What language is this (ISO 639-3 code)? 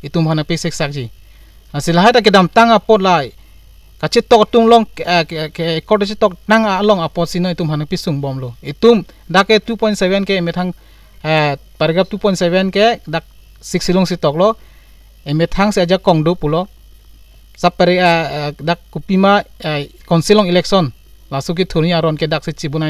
mjw